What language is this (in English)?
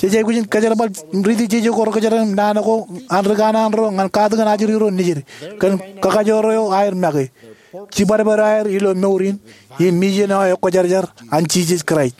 Marshallese